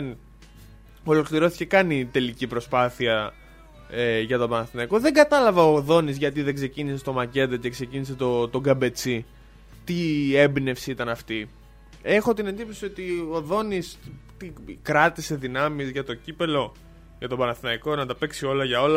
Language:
Greek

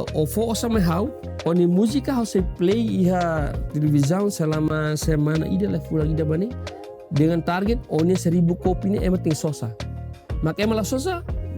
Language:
Tetum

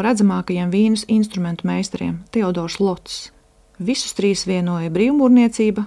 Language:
Latvian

